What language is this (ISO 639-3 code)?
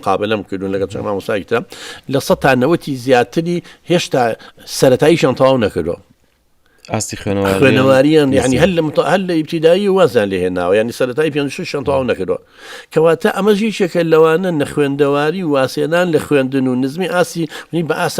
ckb